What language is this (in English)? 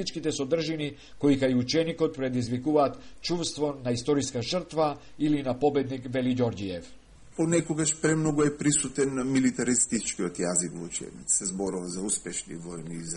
Macedonian